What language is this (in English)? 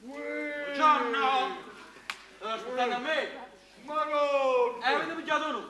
Neapolitan